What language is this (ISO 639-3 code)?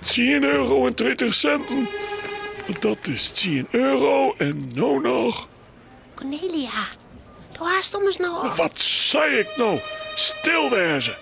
fry